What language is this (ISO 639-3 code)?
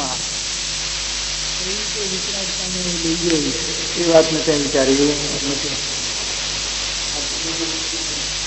guj